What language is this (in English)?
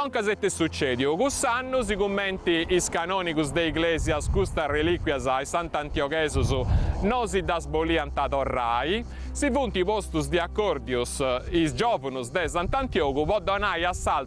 Sardinian